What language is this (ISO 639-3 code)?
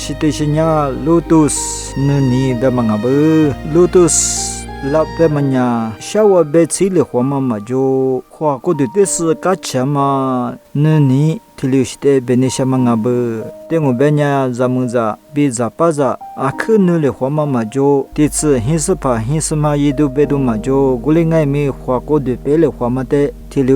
lis